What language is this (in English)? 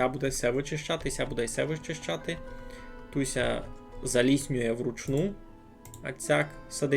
Rusyn